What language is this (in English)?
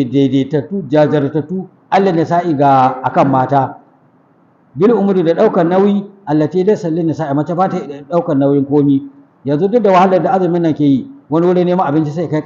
Hausa